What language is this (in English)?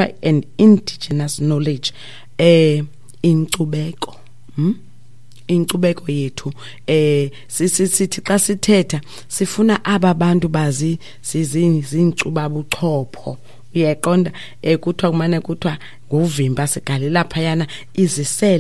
Xhosa